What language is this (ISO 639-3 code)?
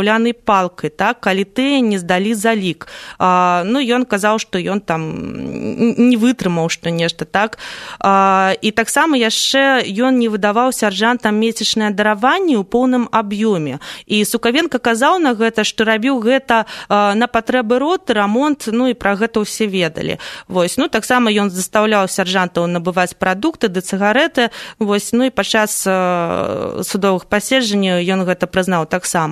bel